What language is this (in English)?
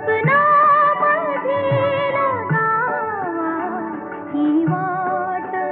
Marathi